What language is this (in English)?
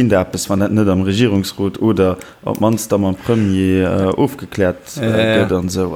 Luxembourgish